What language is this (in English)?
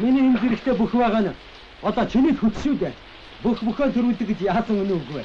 Mongolian